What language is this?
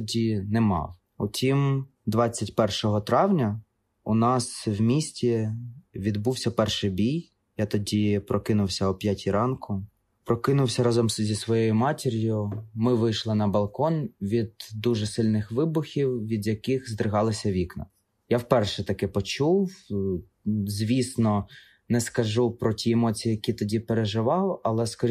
Ukrainian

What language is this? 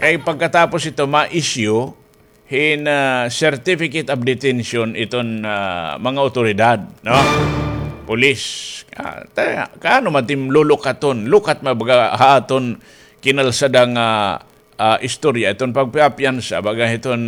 Waray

